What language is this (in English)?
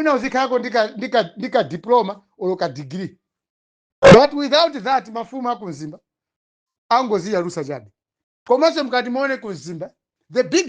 Nyanja